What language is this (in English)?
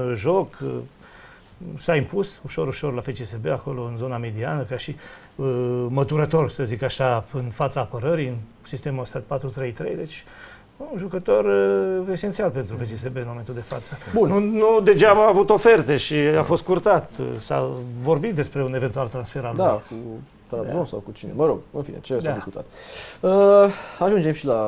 Romanian